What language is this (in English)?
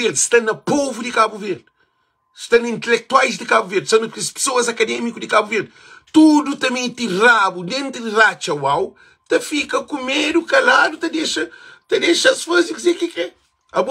Kabuverdianu